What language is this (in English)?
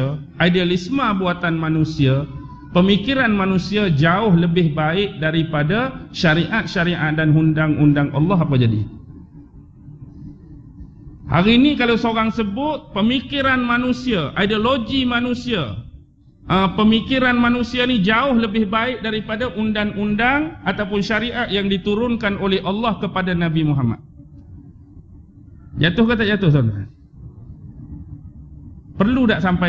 Malay